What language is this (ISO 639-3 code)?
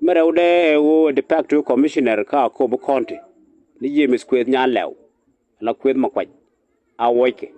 nus